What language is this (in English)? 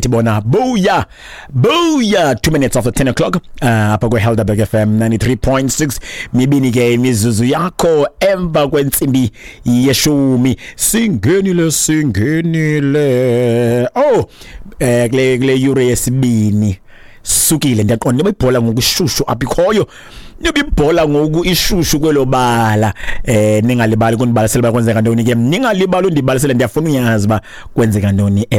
Xhosa